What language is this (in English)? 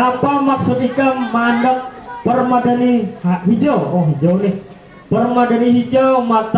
Banjar